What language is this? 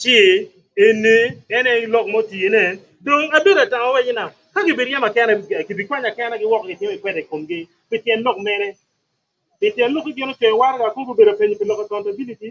Acoli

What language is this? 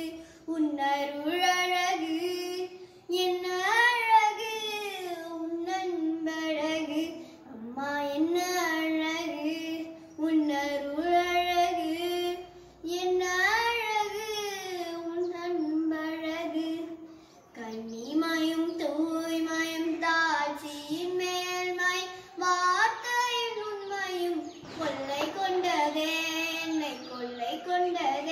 Tamil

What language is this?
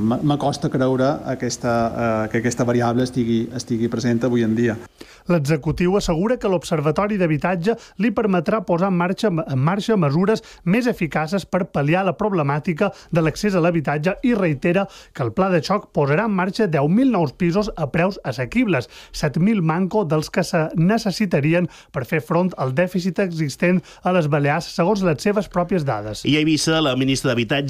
Catalan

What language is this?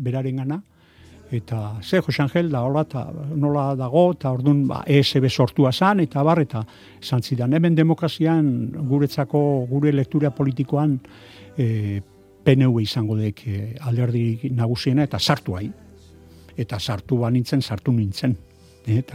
Basque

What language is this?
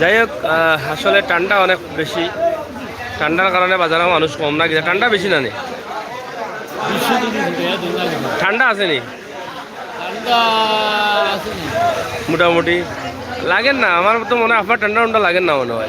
Sylheti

